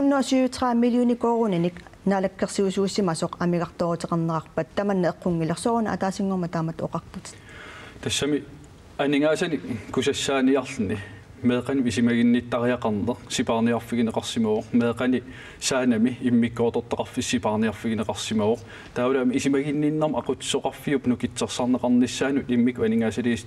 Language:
Kalaallisut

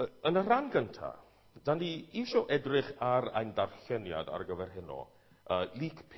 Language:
Welsh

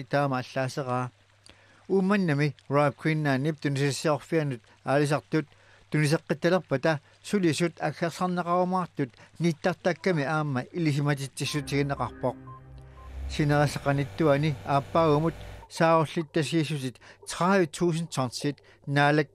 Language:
Kalaallisut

